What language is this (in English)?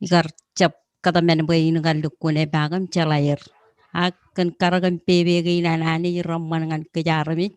Marshallese